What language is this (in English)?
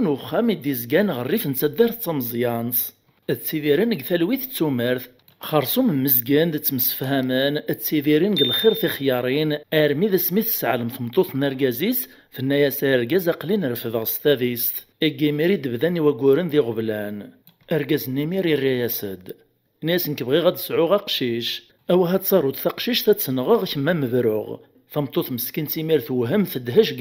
Kabyle